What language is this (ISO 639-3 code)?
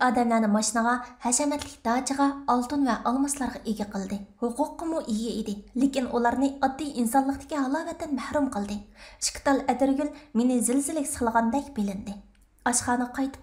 uig